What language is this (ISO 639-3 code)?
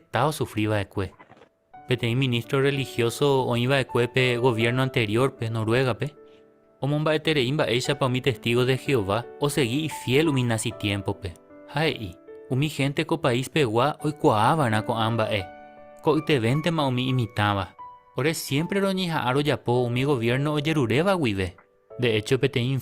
grn